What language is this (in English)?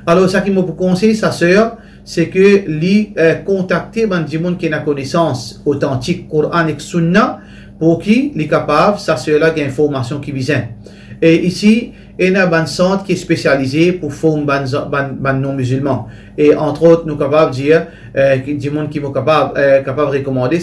Morisyen